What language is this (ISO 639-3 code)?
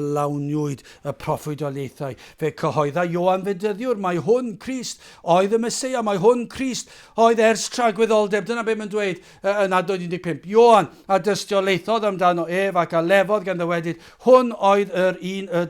cym